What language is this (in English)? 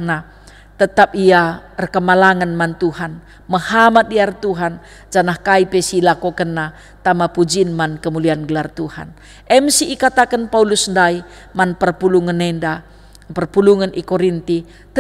Batak Karo